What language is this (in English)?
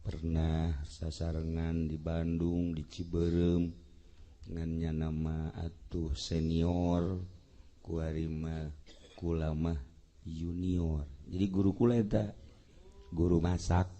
Sundanese